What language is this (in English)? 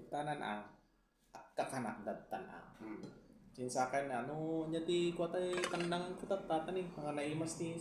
Iloko